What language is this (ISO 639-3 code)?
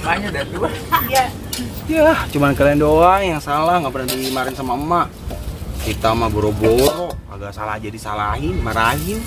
bew